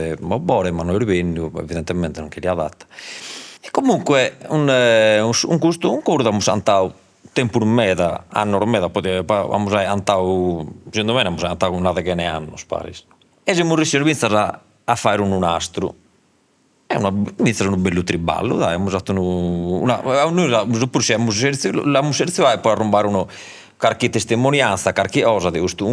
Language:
Sardinian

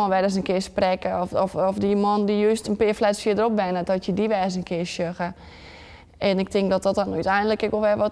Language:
Western Frisian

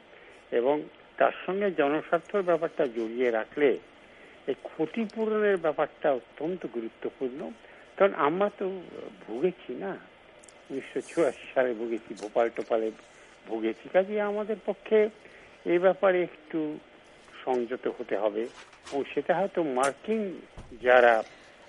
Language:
Bangla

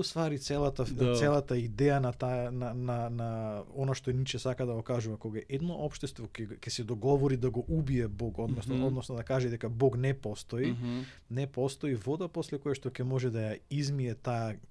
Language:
Macedonian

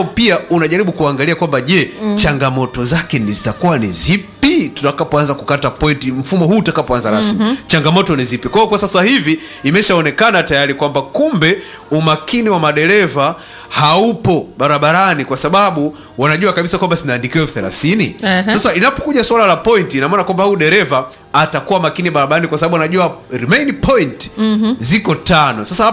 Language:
Swahili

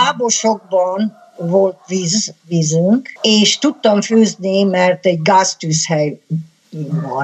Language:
Hungarian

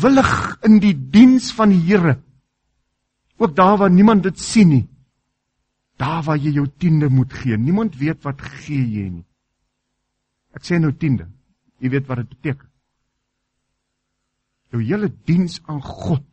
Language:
Afrikaans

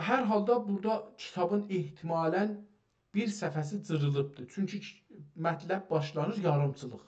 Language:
South Azerbaijani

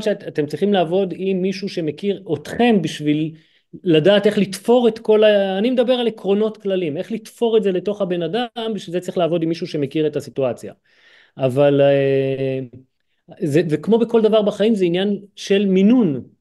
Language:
Hebrew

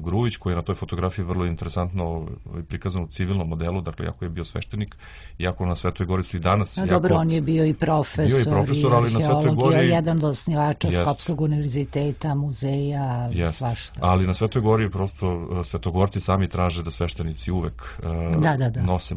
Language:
Serbian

